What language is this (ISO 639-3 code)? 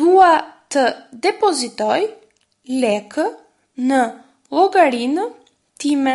sqi